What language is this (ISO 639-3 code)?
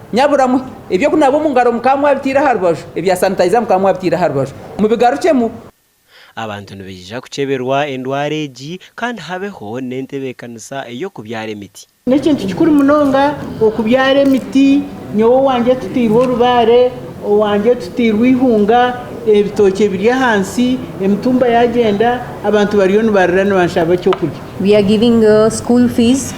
nyn